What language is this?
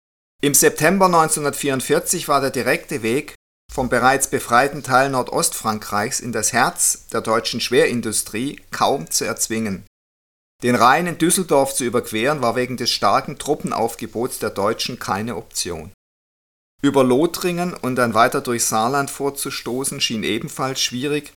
German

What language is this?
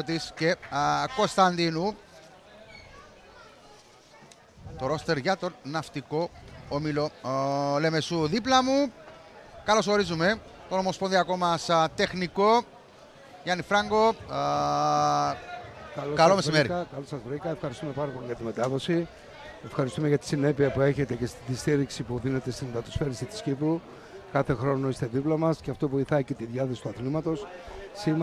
Greek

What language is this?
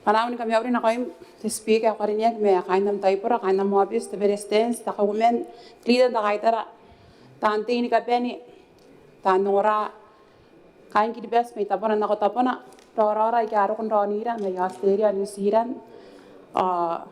Gilbertese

